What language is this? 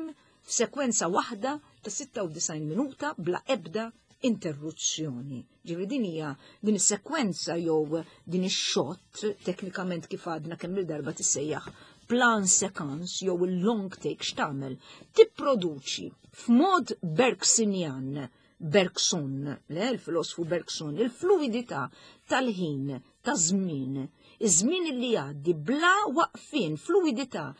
Maltese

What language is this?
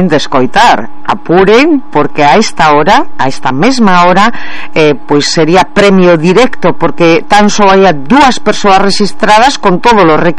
Galician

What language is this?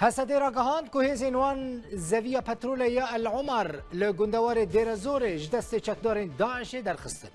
Kurdish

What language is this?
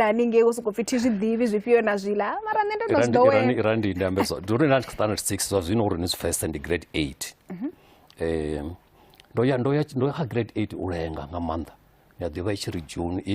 Venda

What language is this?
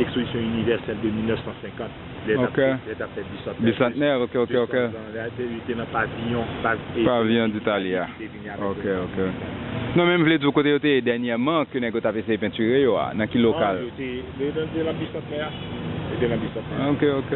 Haitian Creole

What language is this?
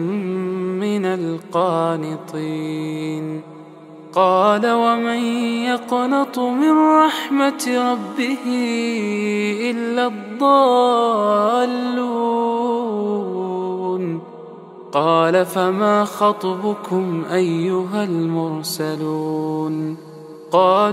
Arabic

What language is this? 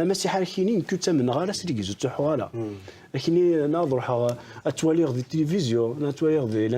Kabyle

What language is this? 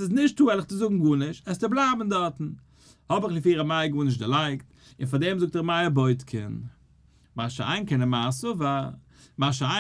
Yiddish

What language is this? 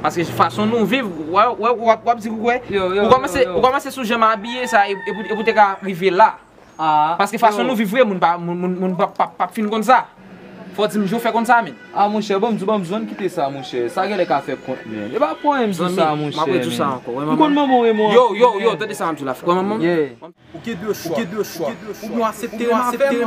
Haitian Creole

